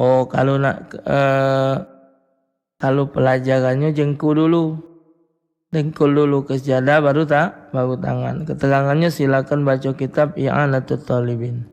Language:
Musi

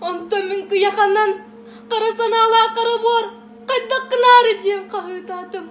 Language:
Yakut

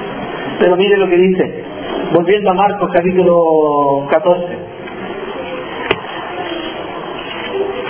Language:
Spanish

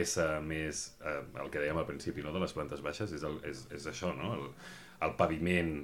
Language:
Catalan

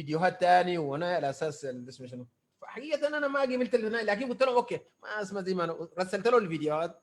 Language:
Sudanese Arabic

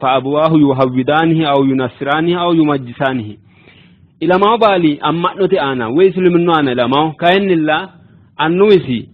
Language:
Sidamo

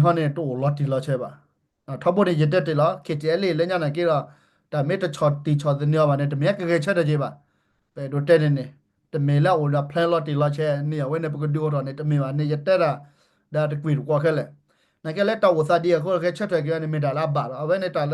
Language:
S'gaw Karen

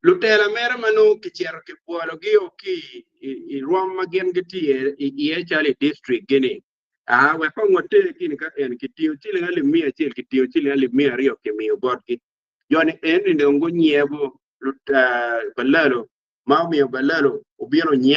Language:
Acoli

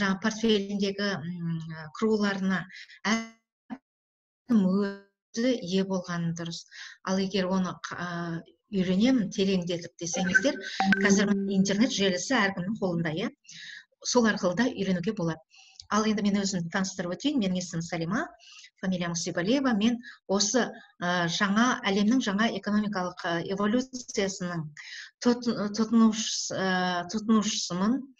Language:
Kazakh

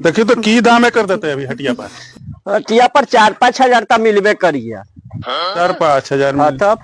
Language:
Magahi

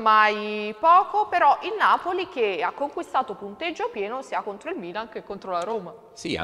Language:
Italian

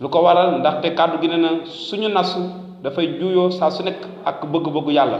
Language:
Wolof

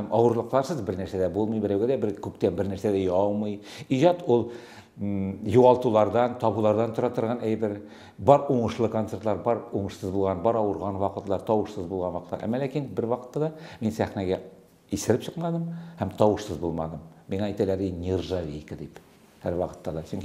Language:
Tatar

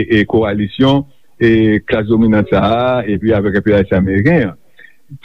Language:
Haitian Creole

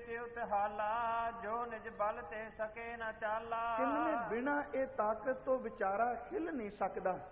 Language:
Punjabi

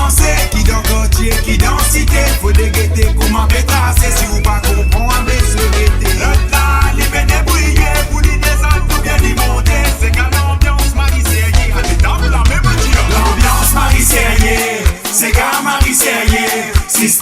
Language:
Morisyen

